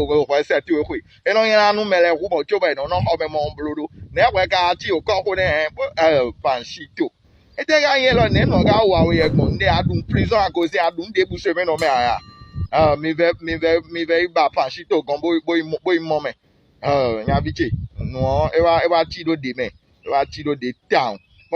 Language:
Fon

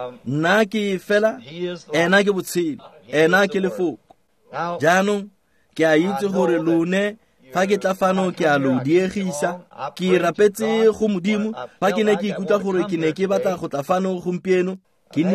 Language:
Tswana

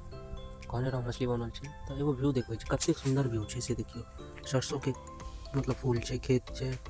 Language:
Maithili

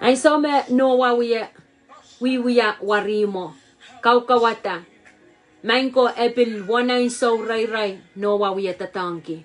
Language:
Pohnpeian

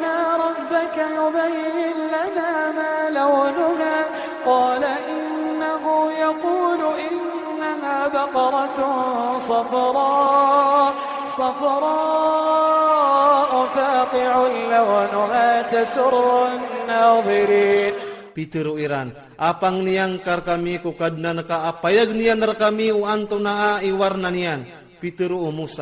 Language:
Iranun (Philippines)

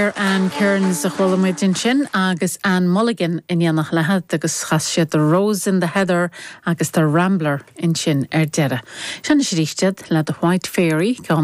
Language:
Irish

